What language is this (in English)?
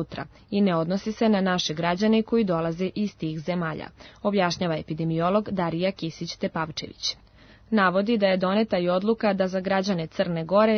Serbian